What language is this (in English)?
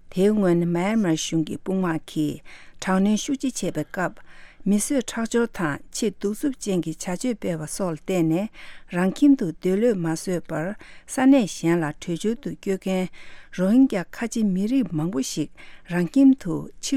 Tibetan